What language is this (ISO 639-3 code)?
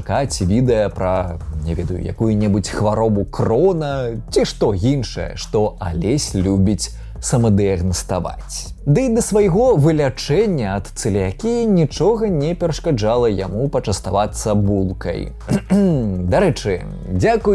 bel